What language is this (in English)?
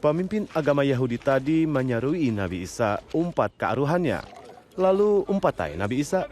Banjar